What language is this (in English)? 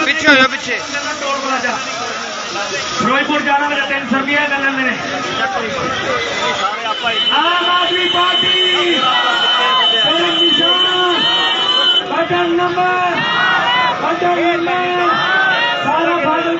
Punjabi